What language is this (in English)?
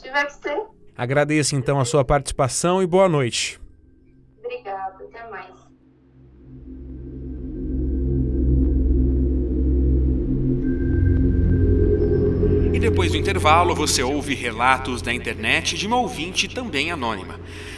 Portuguese